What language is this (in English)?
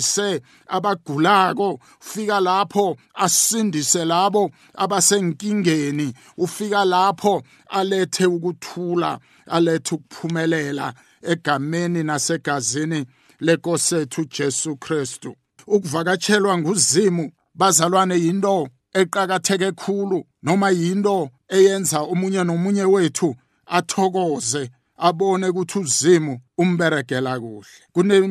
South Ndebele